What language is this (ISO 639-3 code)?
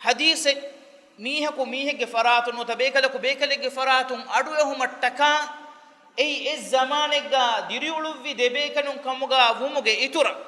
div